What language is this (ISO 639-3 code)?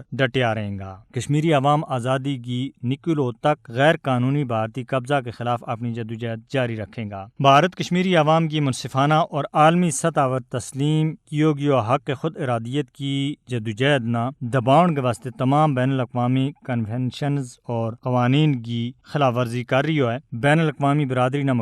gju